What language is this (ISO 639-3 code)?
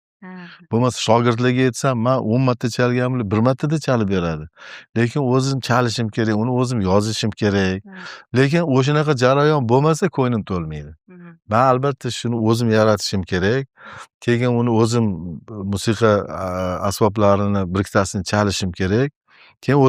uzb